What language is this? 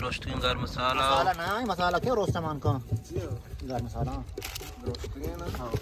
Baluchi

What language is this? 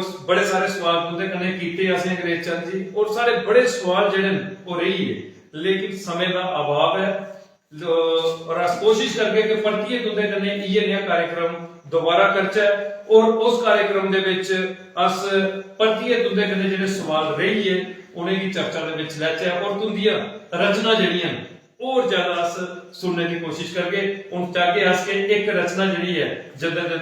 Dogri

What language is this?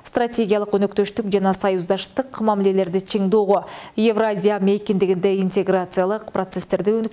Kyrgyz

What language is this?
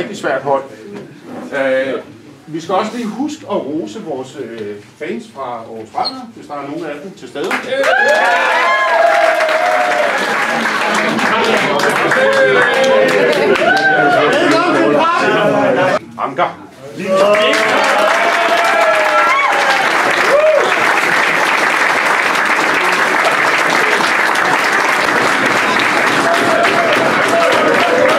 Danish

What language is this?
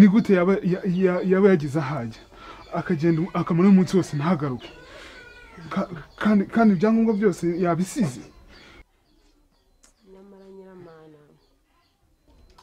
Kinyarwanda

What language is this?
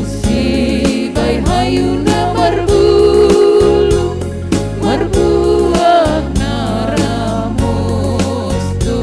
Batak Simalungun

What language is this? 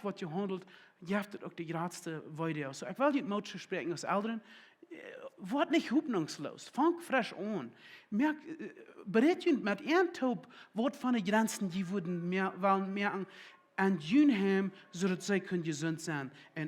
Plautdietsch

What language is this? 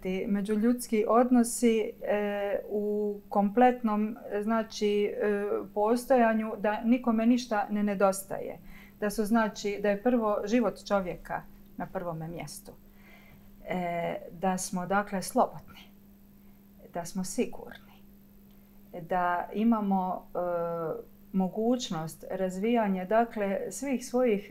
Croatian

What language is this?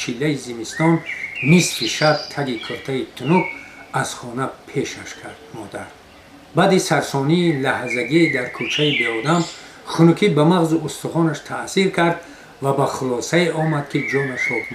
Tajik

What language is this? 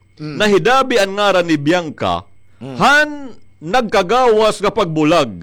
Waray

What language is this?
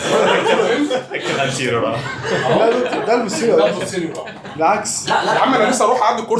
Egyptian Arabic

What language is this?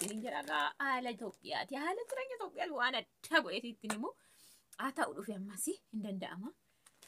Oromo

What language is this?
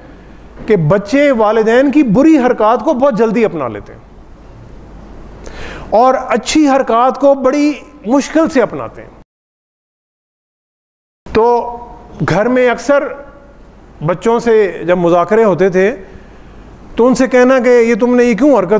Urdu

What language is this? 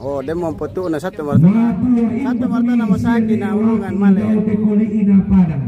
Toraja-Sa'dan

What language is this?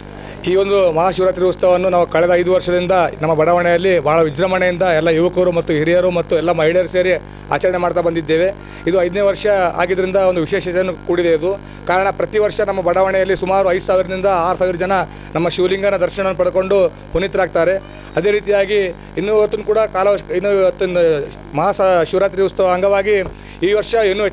Kannada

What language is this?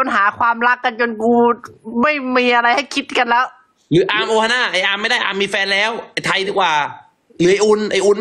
Thai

